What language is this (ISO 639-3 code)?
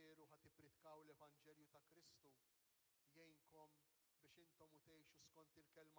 mlt